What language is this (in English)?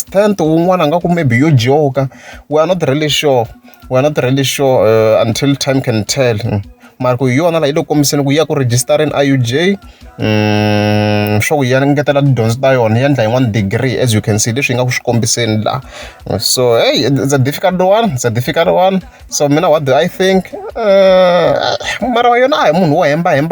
Tsonga